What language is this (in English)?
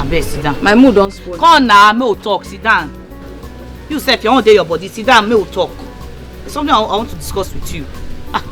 Nigerian Pidgin